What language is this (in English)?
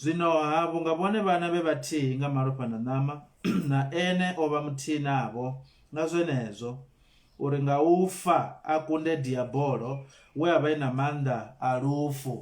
Venda